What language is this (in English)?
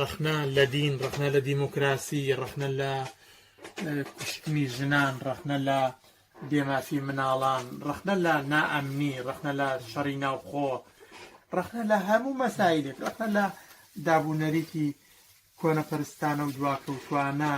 Central Kurdish